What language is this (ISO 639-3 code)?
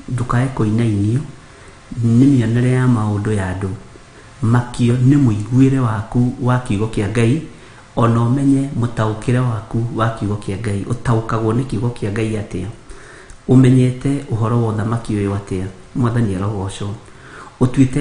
kik